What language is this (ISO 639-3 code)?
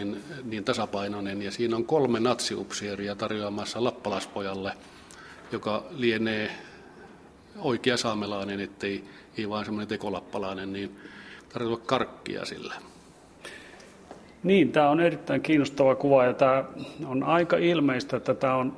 fin